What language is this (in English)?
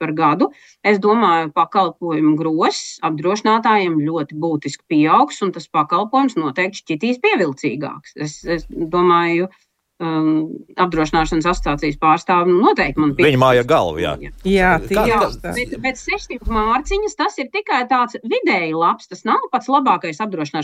Latvian